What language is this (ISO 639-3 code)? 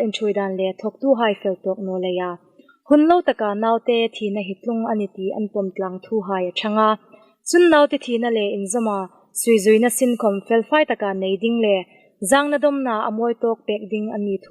hmr